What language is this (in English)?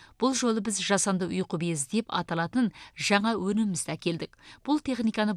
Kazakh